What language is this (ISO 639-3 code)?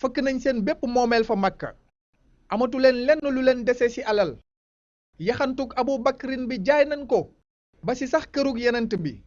wol